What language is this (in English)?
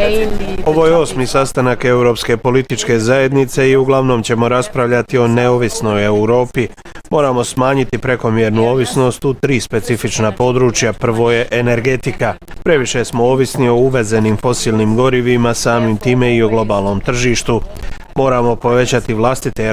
Croatian